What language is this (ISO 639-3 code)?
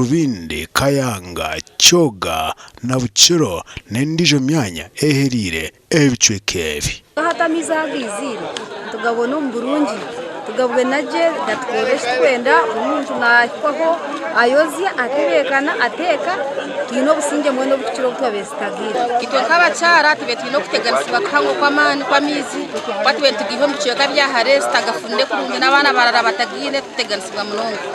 nyn